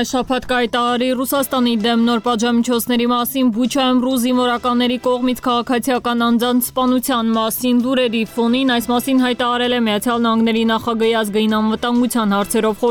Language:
Armenian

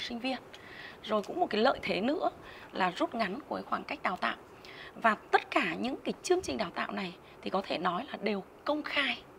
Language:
Vietnamese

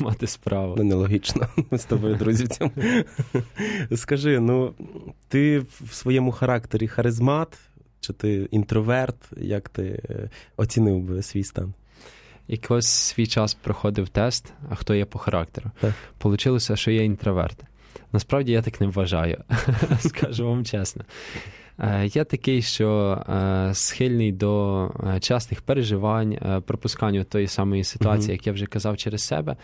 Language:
Ukrainian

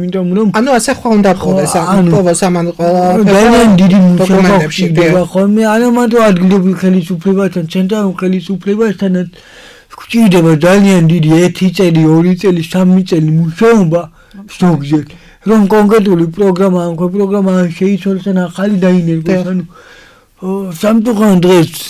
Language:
Georgian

